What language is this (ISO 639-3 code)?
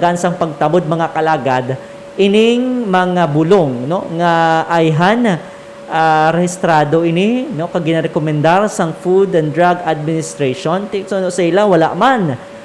hil